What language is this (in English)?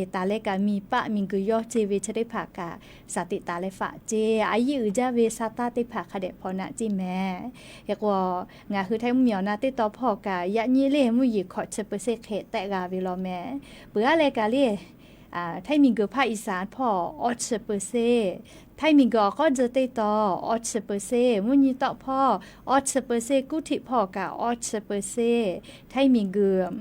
Lahu